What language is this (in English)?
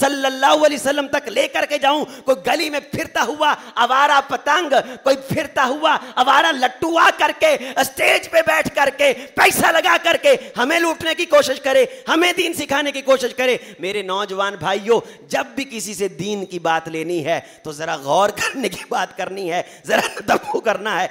Urdu